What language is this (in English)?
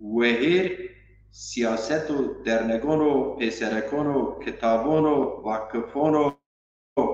Zaza